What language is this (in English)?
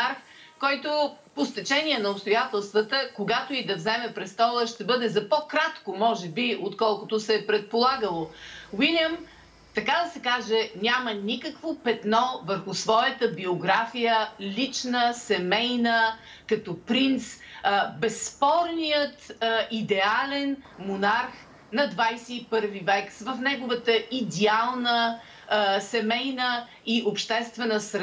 Bulgarian